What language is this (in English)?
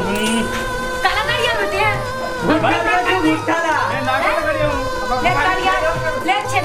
Chhattisgarhi